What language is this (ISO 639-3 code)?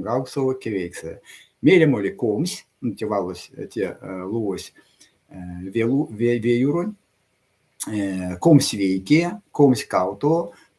myv